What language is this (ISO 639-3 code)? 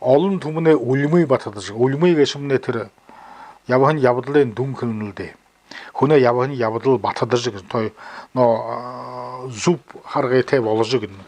bua